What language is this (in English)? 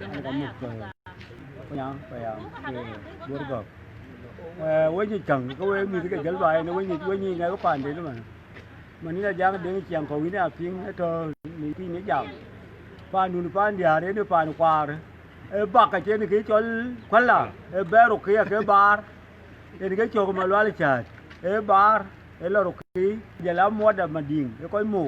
Dinka